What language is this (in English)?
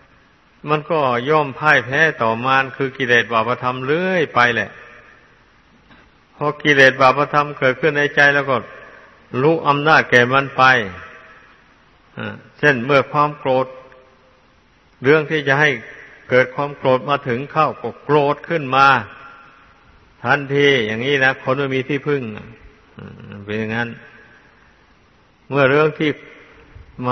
Thai